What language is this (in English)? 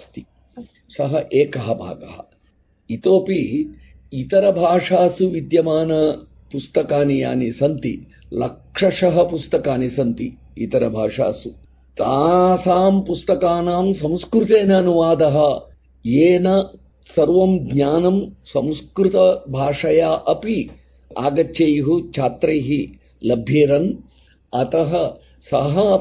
Sanskrit